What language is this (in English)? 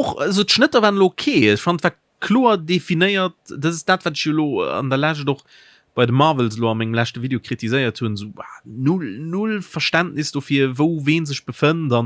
Luxembourgish